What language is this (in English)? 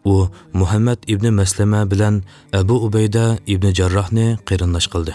Uyghur